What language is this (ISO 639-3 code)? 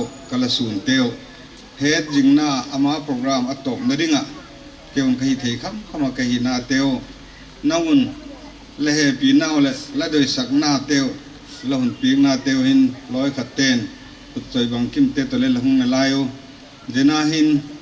pck